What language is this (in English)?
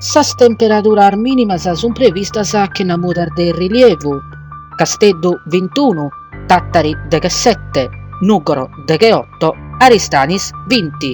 Sardinian